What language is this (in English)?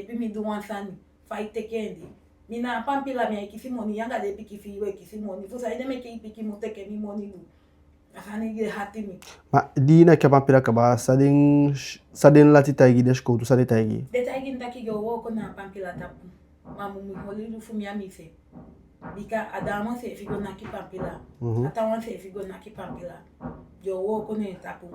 Eastern Maroon Creole